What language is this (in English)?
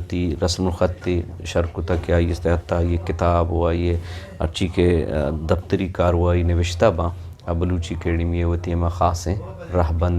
Eastern Balochi